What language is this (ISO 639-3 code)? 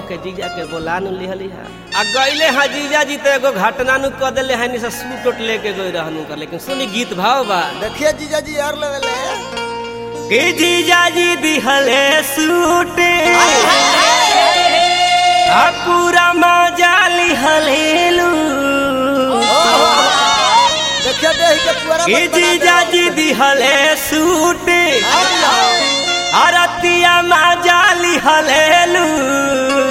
bho